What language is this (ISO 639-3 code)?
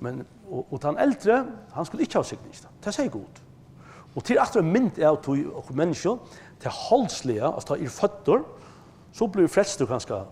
fao